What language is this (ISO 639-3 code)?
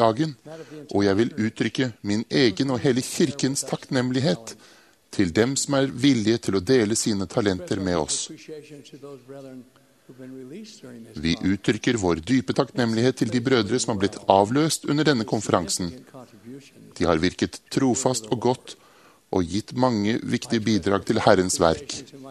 nor